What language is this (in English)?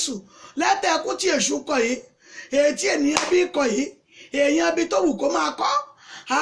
Yoruba